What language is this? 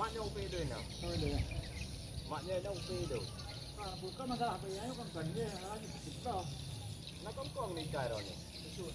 Achinese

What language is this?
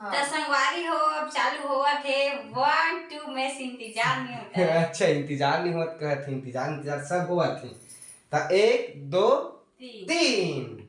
Chhattisgarhi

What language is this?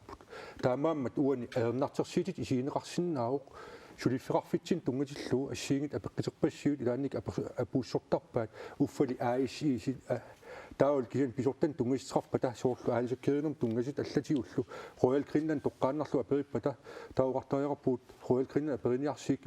Kalaallisut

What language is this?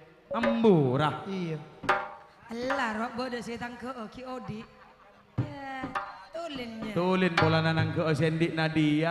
Madurese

